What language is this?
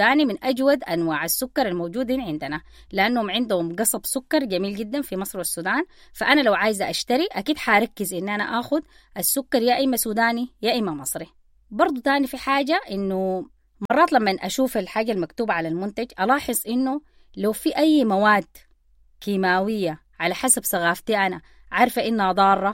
Sudanese Arabic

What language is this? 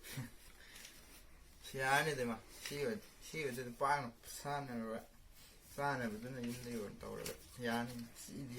Manipuri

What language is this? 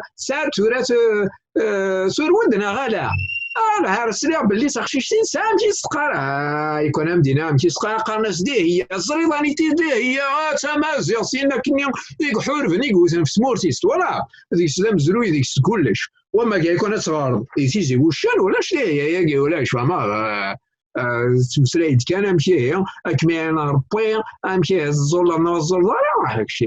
Kabyle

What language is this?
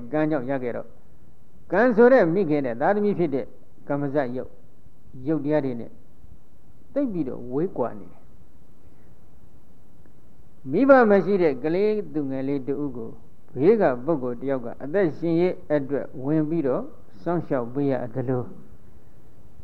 Burmese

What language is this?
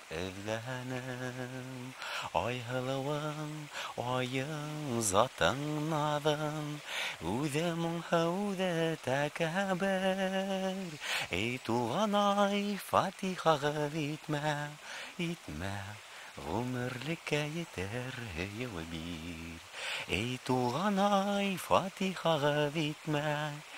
Bashkir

